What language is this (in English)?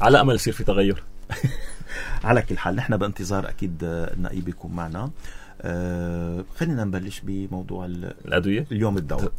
North Levantine Arabic